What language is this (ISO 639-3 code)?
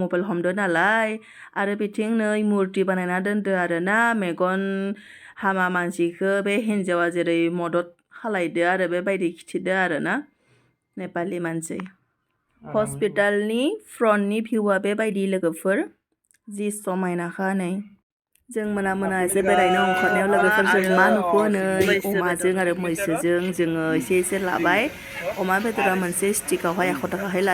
brx